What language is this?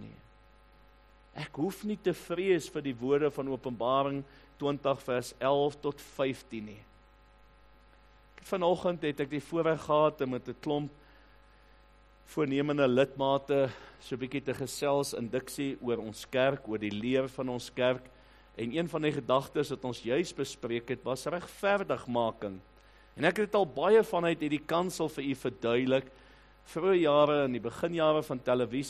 Afrikaans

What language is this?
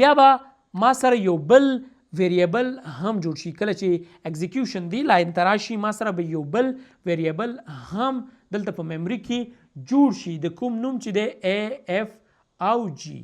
Pashto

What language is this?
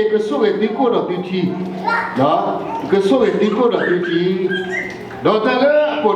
S'gaw Karen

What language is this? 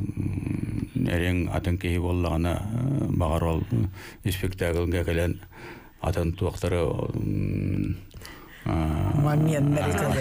Yakut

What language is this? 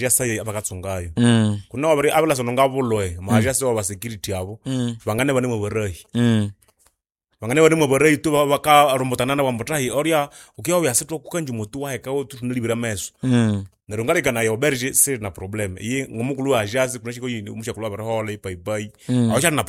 Nande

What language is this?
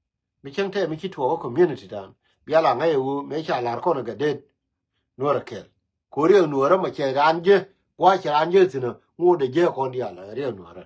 Nuer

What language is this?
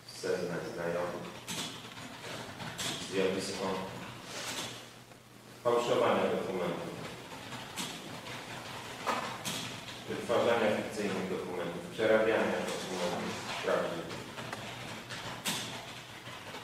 Polish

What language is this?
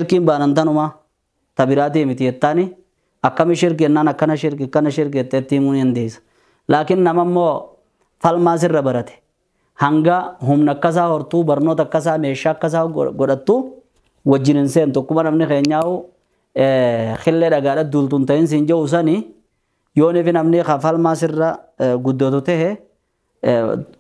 Oromo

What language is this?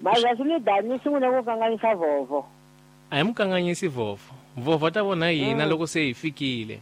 Tsonga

